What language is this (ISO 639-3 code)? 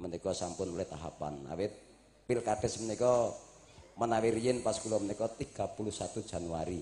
jav